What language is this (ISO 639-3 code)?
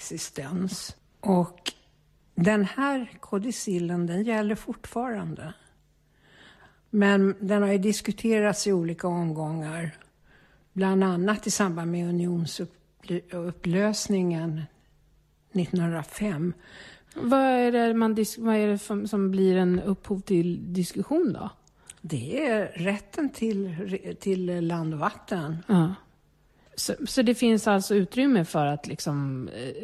swe